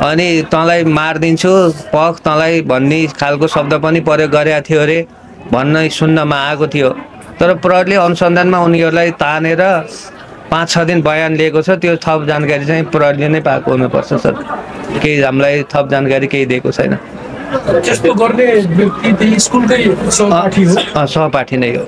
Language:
Nepali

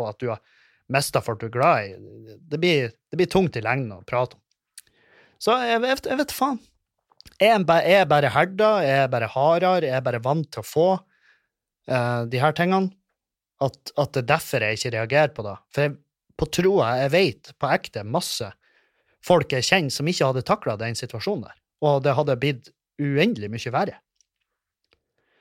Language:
Norwegian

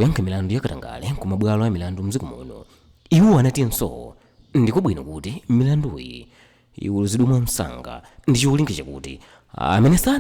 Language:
Nyanja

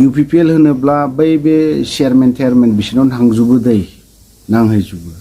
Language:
Bodo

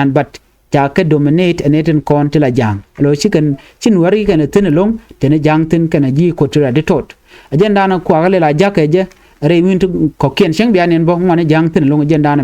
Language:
Nuer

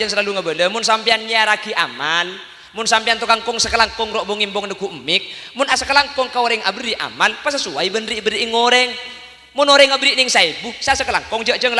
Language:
Madurese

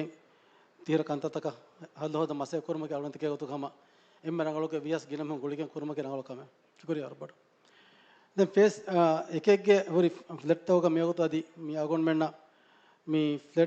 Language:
Divehi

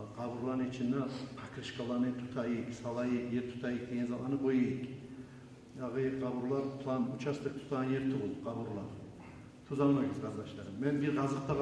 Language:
Kumyk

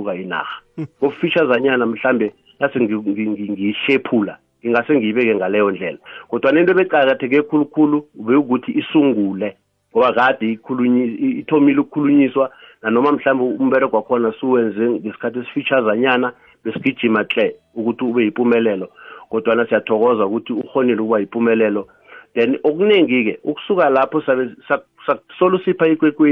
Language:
South Ndebele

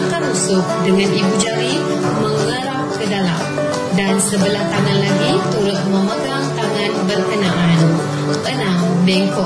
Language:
Malay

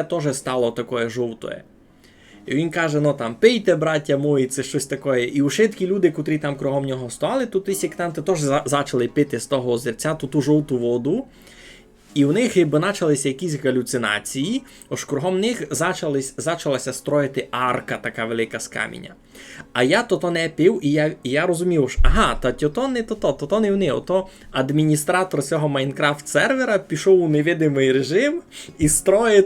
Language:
Rusyn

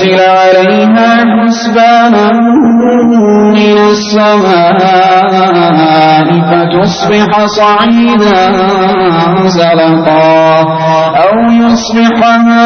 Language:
Arabic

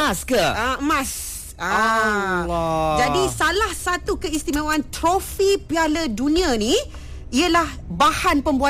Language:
Malay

